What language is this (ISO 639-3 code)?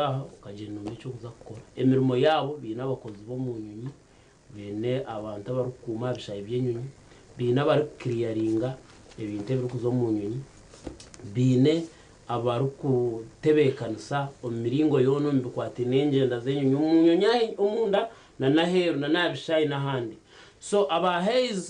nyn